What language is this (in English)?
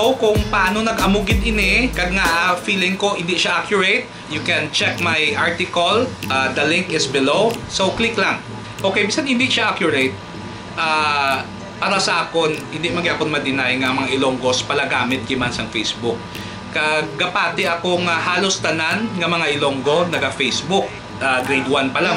Hiligaynon